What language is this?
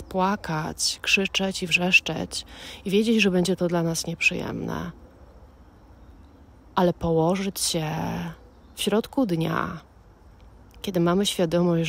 Polish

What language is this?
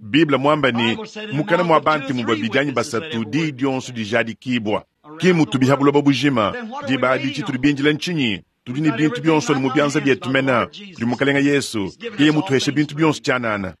Luba-Lulua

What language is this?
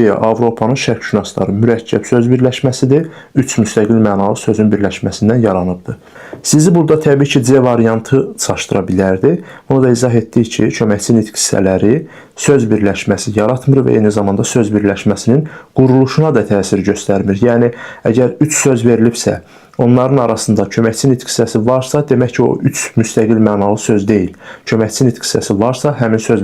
Azerbaijani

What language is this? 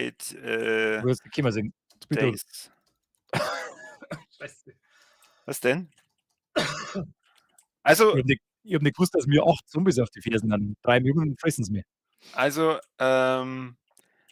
Bavarian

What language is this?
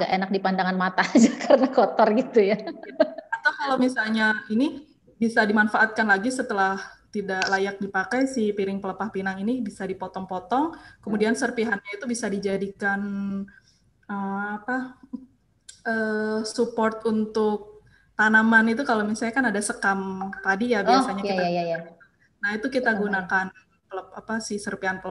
Indonesian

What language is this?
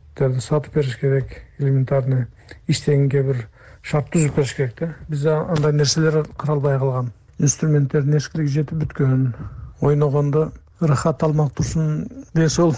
Kyrgyz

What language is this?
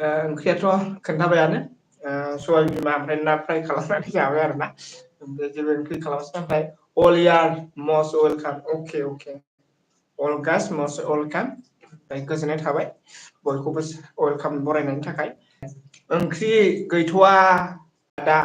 Bodo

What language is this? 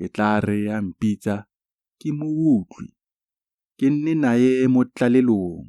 Tswana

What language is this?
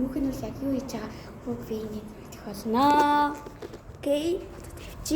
Mongolian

